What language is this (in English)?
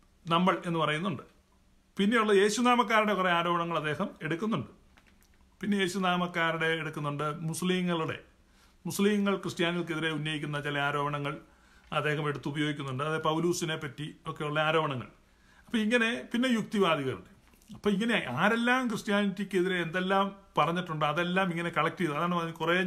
Malayalam